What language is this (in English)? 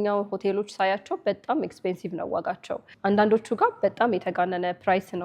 Amharic